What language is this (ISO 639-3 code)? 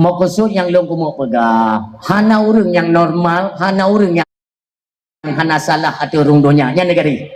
ace